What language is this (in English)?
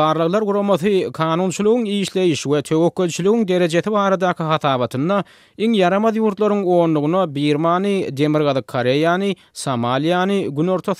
Turkmen